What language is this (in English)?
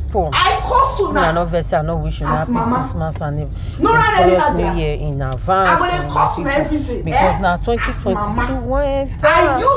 Nigerian Pidgin